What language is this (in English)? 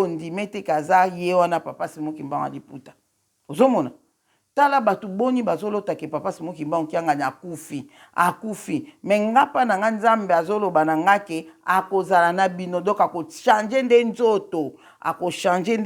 Lingala